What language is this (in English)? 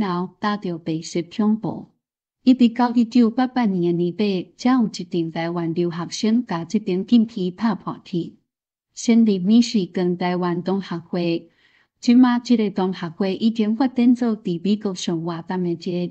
Min Nan Chinese